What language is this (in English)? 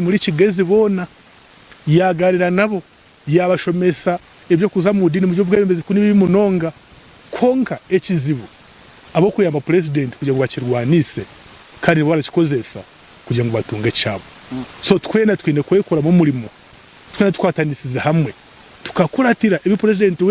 Nyankole